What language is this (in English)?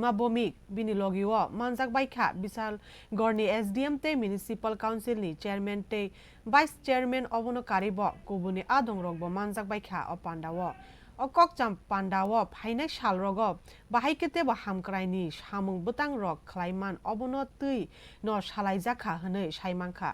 Kok Borok